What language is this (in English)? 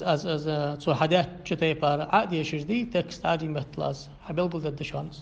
Ingush